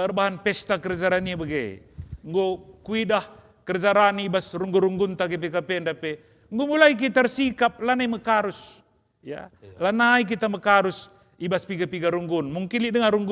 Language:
Batak Karo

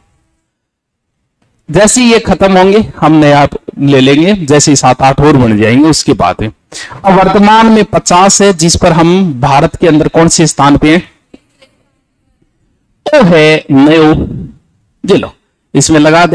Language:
Hindi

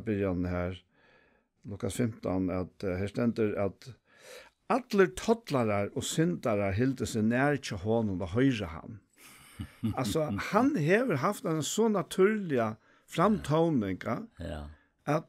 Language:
Faroese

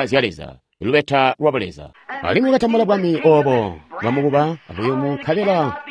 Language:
Tonga (Zambia)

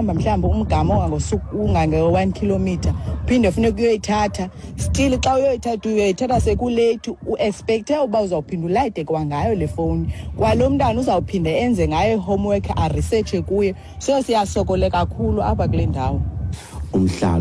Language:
Xhosa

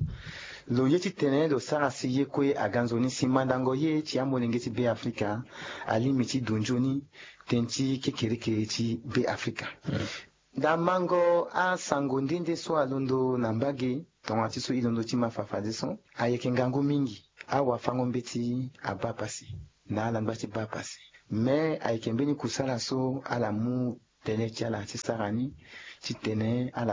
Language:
Sango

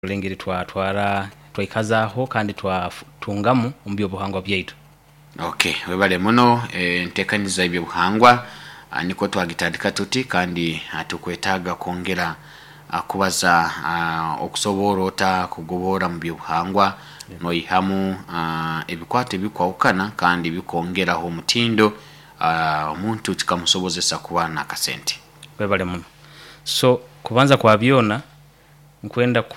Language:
Nyoro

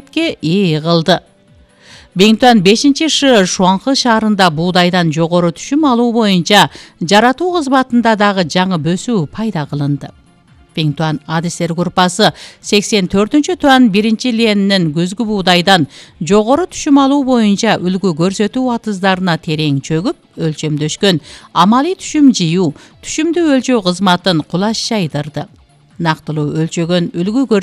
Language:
Kyrgyz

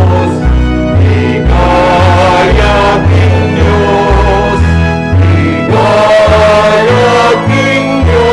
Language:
Pampanga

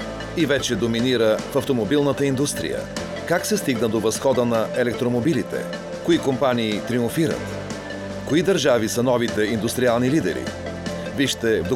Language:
Bulgarian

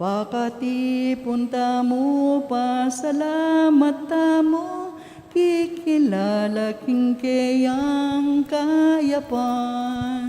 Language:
Pampanga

